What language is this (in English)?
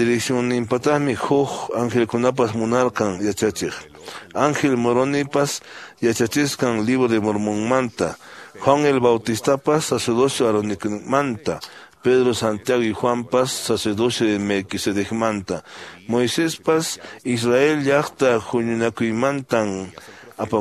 Quechua